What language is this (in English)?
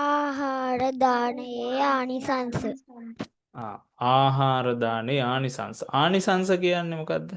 Sinhala